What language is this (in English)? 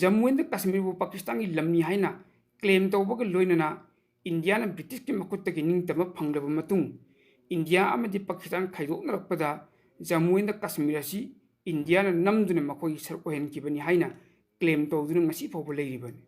Manipuri